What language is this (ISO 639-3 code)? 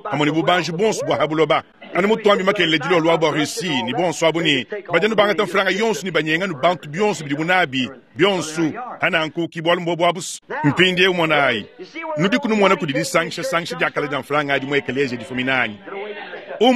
lua